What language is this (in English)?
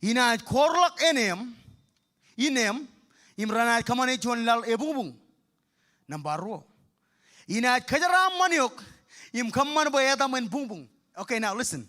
Marshallese